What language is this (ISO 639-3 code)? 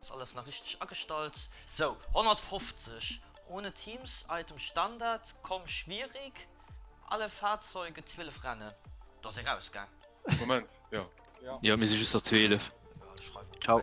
ltz